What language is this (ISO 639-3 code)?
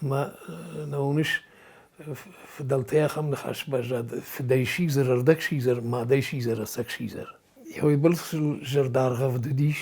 oss